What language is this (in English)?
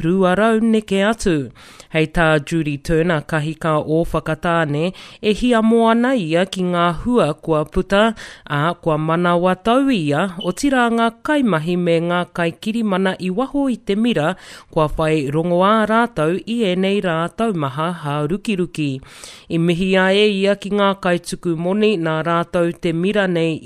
Māori